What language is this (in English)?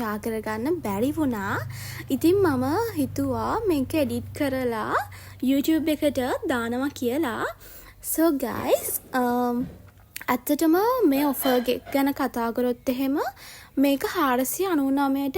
Sinhala